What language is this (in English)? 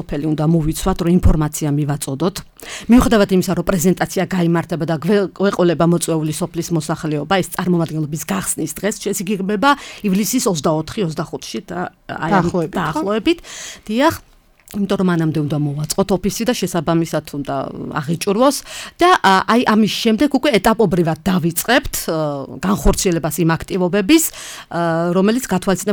Georgian